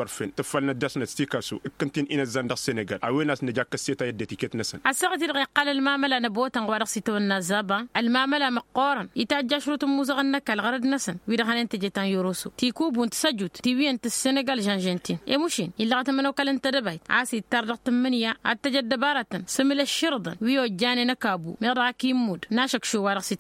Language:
Tamasheq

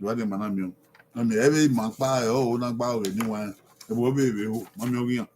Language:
Bini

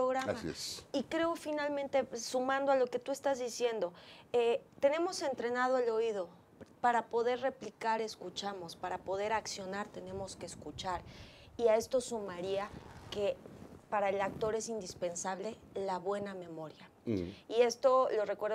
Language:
Spanish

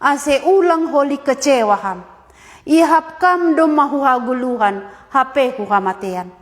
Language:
Batak Simalungun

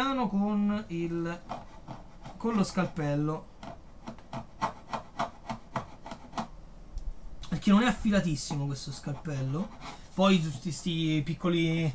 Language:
Italian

